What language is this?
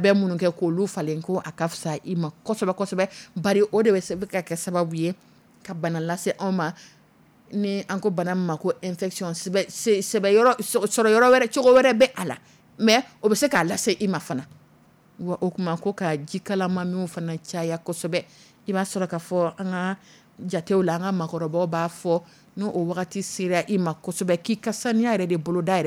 Dyula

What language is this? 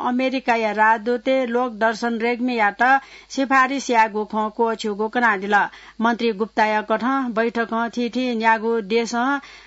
Newari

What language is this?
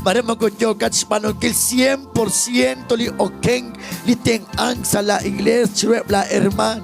Kekchí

